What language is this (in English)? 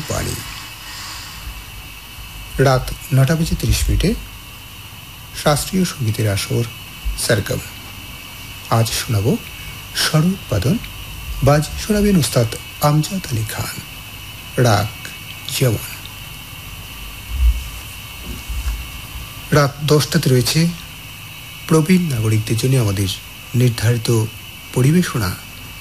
Bangla